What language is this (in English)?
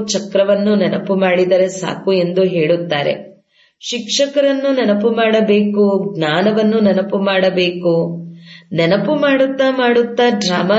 Kannada